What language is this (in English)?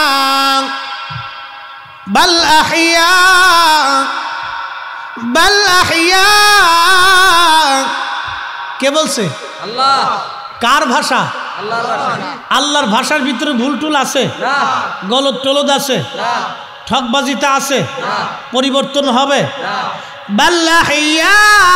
Bangla